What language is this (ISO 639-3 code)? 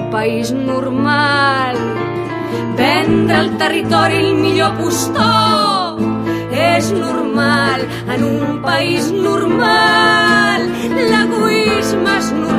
cat